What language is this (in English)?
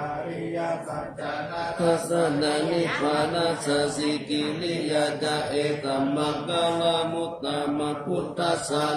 Pali